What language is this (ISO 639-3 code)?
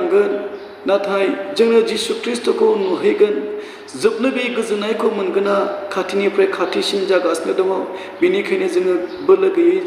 brx